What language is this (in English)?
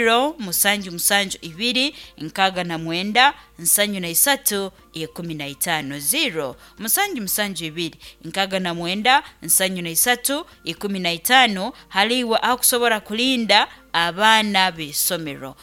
Nyoro